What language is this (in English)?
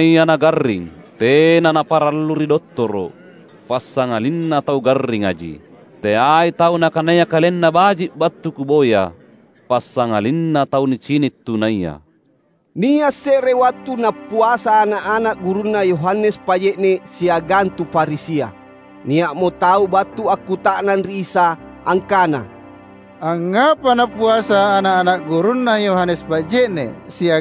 Makasar